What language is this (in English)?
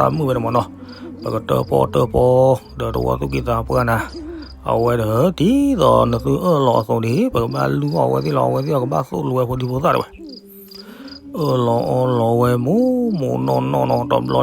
S'gaw Karen